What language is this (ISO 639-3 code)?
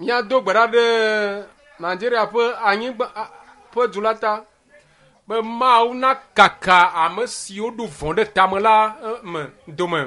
ewe